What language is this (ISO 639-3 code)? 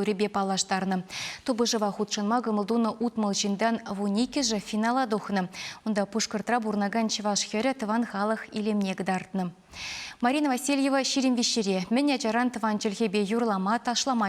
chv